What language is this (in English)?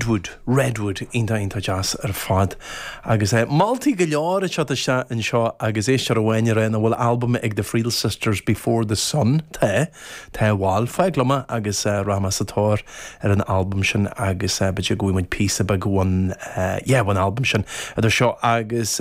Irish